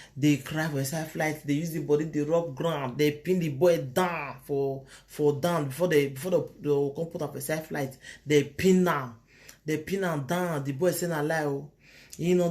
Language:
Nigerian Pidgin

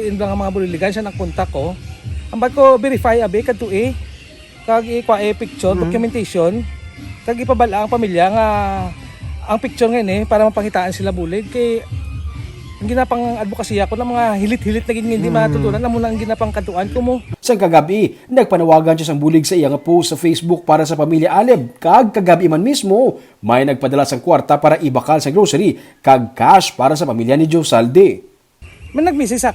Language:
Hiligaynon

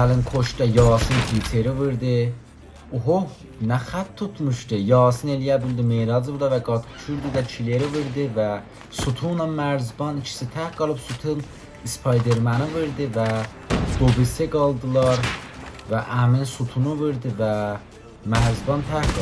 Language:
South Azerbaijani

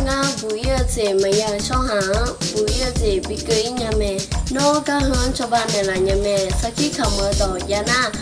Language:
Akha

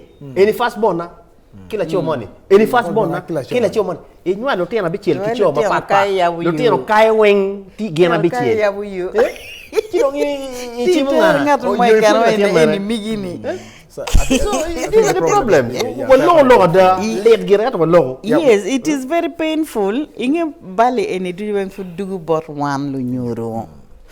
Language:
Acoli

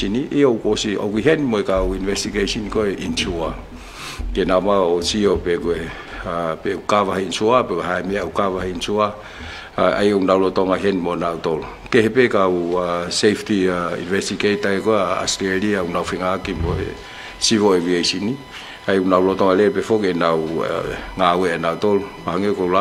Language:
Tongan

